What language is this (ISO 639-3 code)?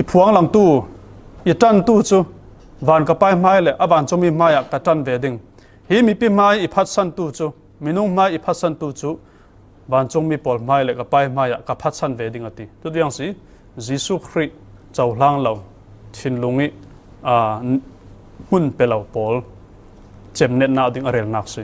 cfm